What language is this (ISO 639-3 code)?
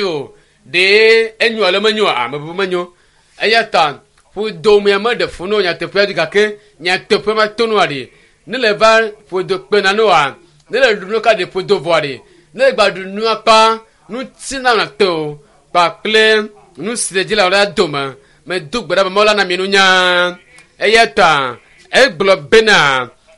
ewe